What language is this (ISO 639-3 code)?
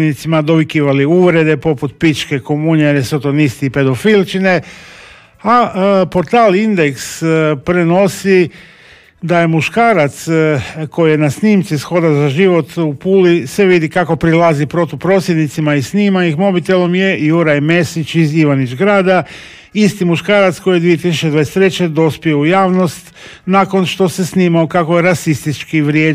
hrv